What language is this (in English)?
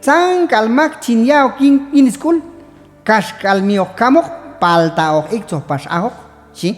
Q'anjob'al